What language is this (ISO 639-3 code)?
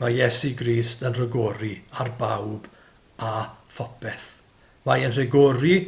cym